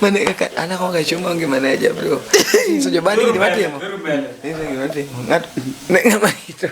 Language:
Luo (Kenya and Tanzania)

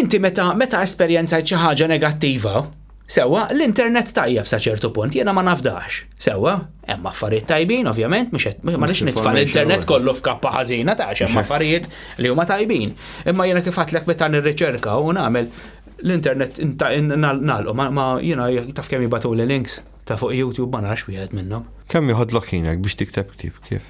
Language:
Maltese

